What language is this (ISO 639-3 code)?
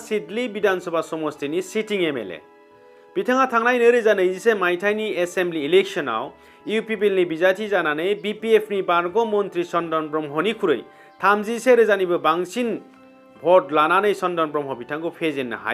brx